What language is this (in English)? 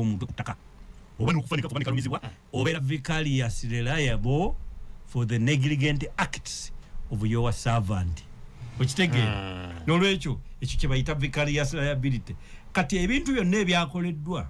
Ganda